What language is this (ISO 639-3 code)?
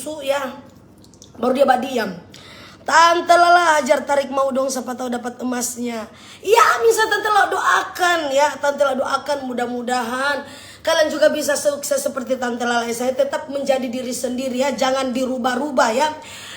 xmm